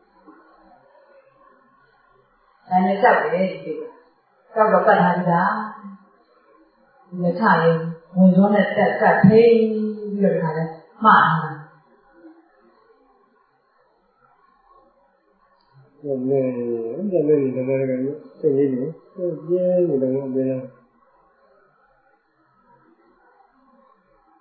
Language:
Burmese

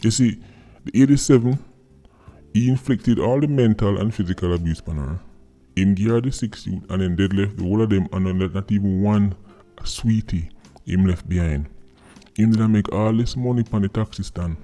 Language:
Jamaican Creole English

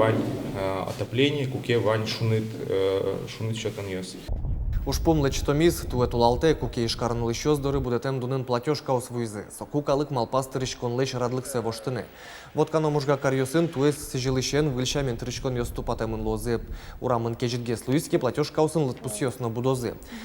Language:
Udmurt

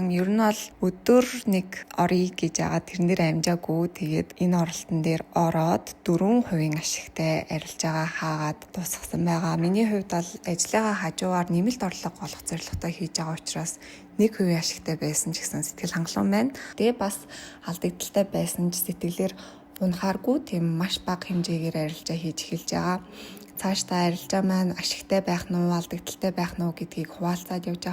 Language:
Mongolian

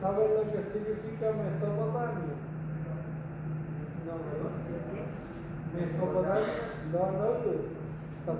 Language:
Spanish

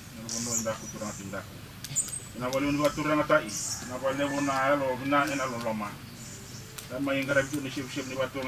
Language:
Fijian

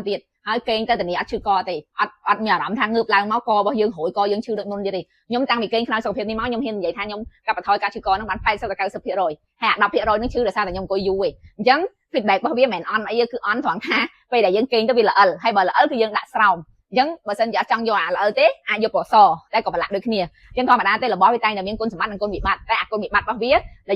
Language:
Khmer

